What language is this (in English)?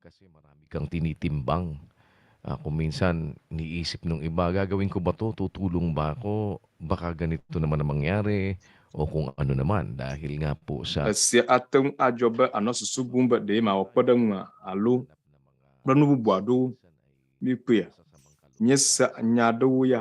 Ewe